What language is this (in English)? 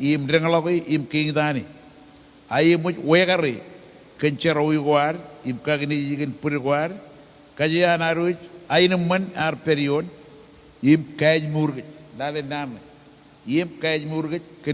Marshallese